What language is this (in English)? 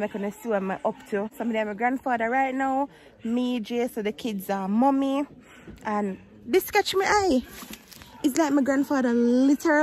Jamaican Creole English